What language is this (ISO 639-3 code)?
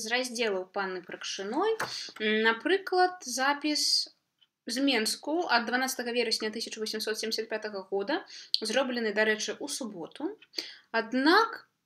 bel